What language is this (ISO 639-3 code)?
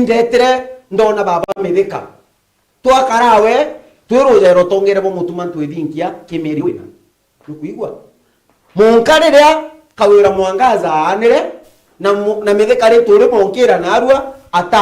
mer